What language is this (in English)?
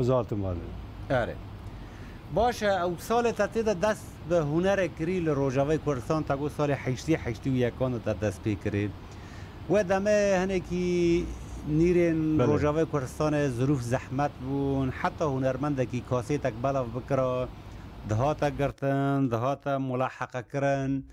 Kurdish